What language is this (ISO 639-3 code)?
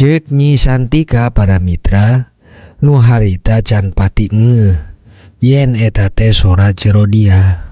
sun